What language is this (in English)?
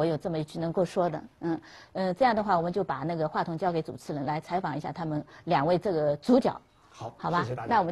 Chinese